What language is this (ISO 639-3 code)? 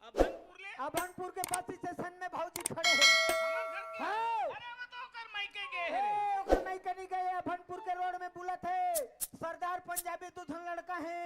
hne